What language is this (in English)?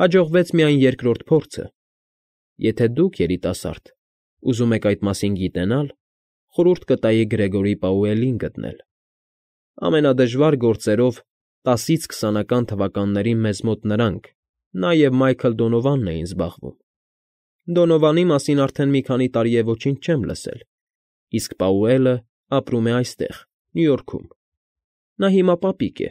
Armenian